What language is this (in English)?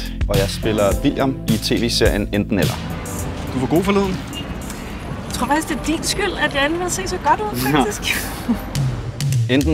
Danish